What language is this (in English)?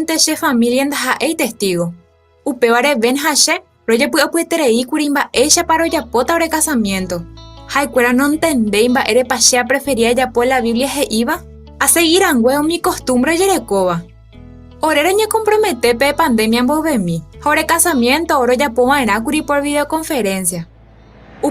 Guarani